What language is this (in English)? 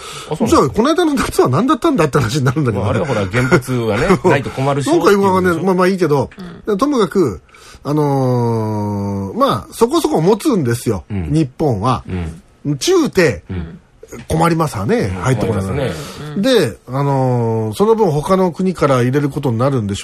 Japanese